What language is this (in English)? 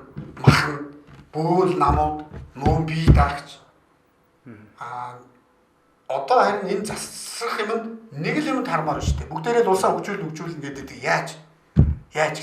Mongolian